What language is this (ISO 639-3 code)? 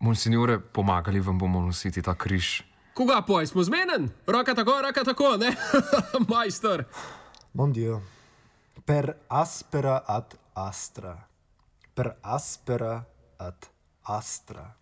slv